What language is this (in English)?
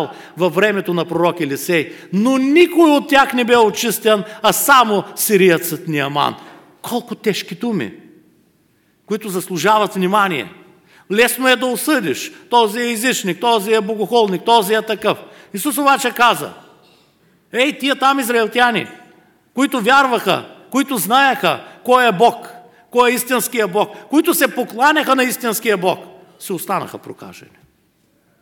Bulgarian